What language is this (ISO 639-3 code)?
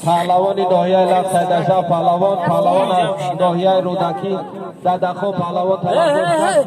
tgk